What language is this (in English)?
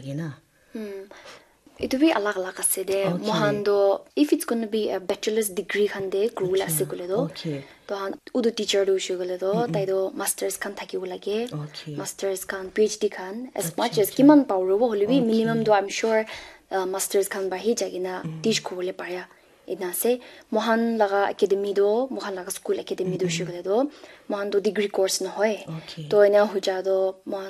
Naga Pidgin